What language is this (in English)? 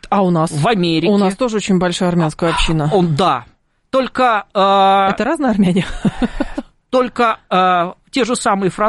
Russian